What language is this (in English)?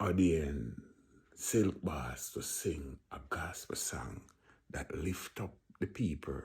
Jamaican Creole English